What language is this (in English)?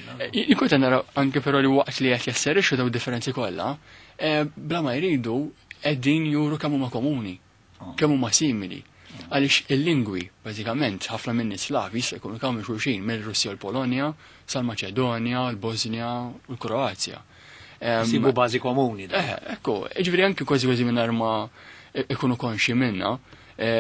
Maltese